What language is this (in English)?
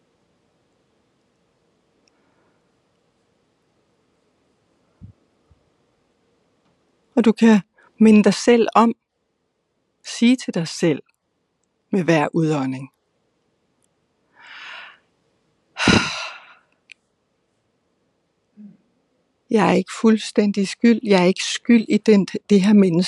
Danish